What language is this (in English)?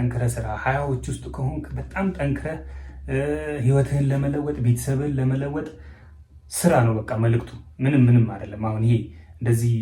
Amharic